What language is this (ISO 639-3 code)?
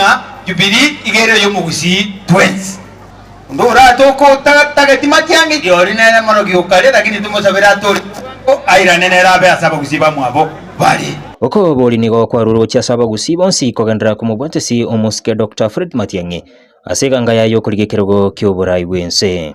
guz